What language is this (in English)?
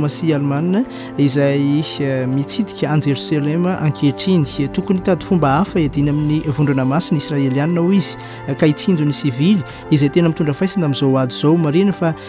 Malagasy